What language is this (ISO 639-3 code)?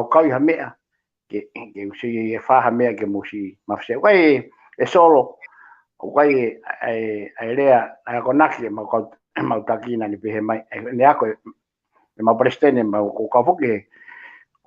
ton